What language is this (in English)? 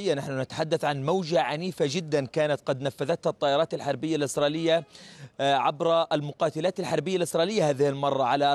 Arabic